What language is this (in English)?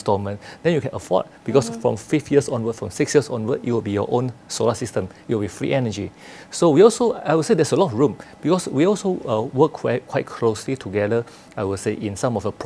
Malay